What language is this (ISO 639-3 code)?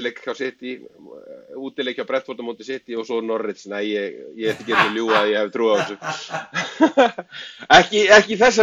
isl